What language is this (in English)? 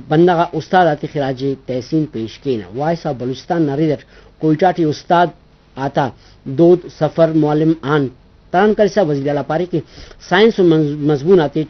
Brahui